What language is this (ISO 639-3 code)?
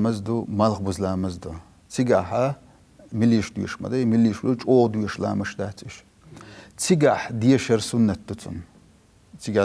che